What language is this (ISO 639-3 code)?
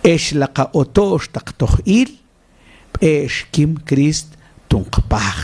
mam